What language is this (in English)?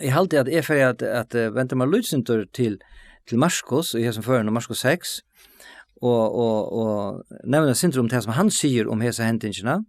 Faroese